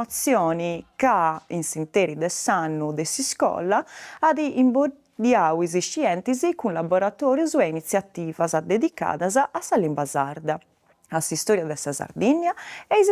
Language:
Sardinian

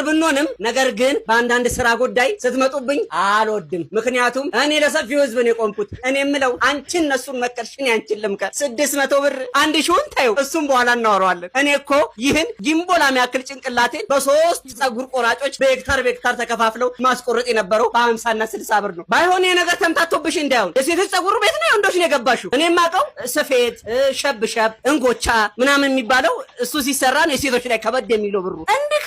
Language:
Amharic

